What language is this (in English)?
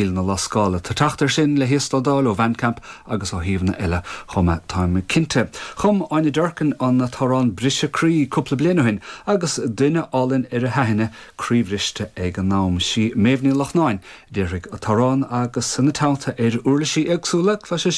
Irish